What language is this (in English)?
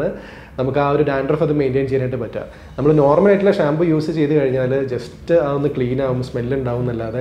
Malayalam